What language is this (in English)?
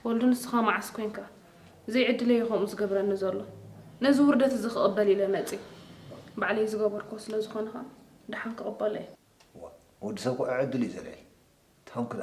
Tigrinya